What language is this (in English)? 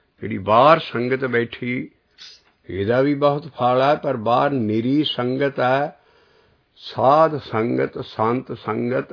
Punjabi